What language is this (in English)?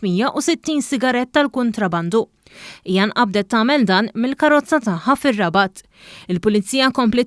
Maltese